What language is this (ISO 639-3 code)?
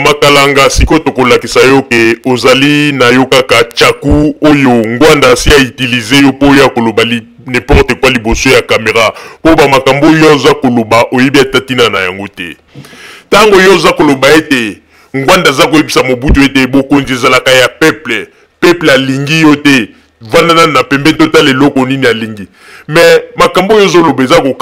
lin